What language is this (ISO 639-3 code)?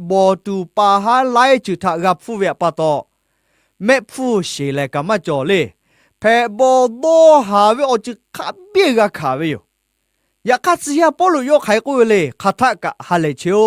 lhu